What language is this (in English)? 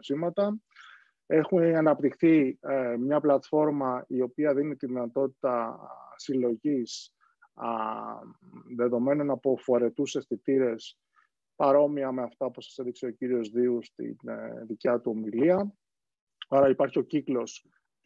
Greek